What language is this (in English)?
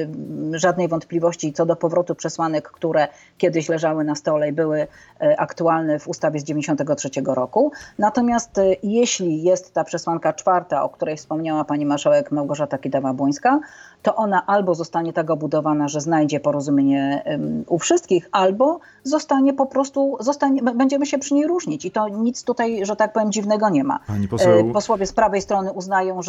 Polish